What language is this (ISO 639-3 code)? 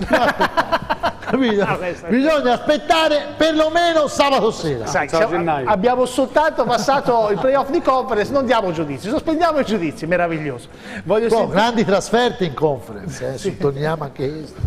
ita